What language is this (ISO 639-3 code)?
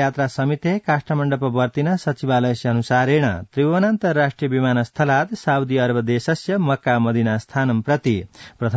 san